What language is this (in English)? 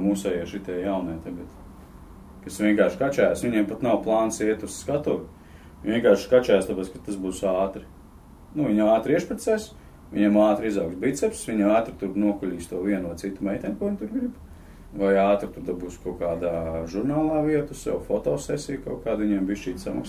Latvian